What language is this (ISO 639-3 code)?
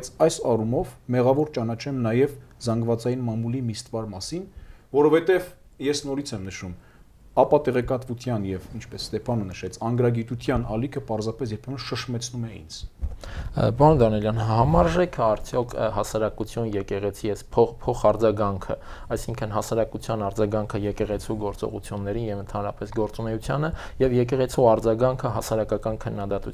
hye